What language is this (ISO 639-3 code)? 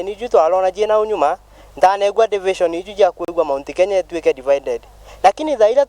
mer